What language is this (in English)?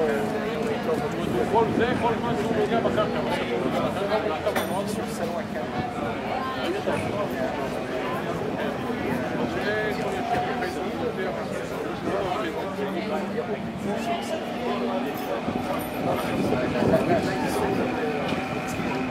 Hebrew